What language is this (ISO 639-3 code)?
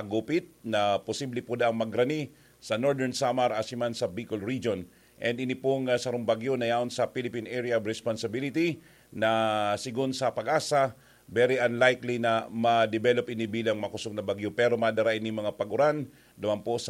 bik